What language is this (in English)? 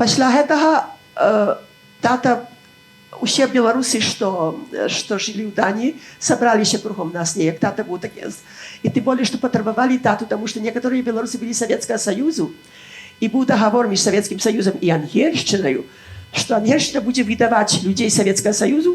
Belarusian